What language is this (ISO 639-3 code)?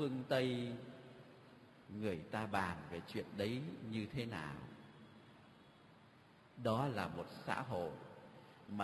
vie